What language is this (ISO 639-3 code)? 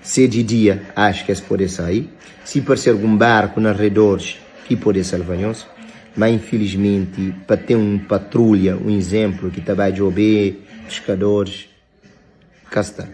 kea